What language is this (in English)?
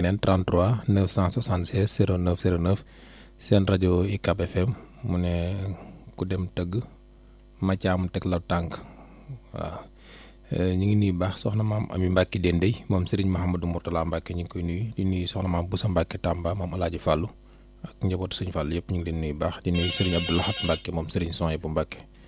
Wolof